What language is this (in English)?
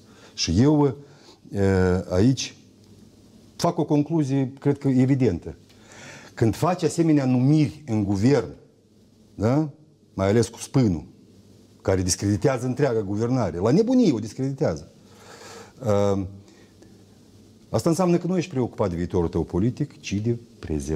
Romanian